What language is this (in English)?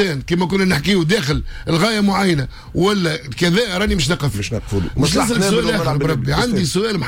Tunisian Arabic